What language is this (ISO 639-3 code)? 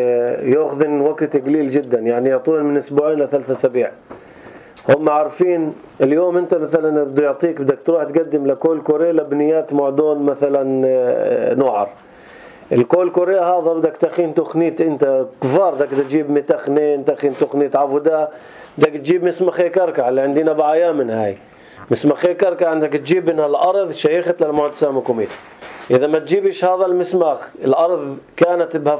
apc